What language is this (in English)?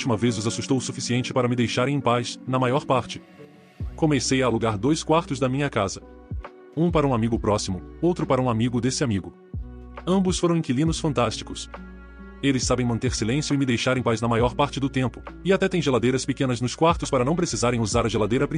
Portuguese